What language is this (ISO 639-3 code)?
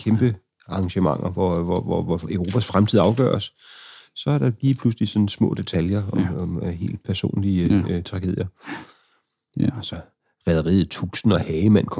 dan